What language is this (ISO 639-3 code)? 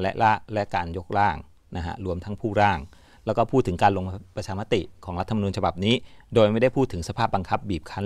tha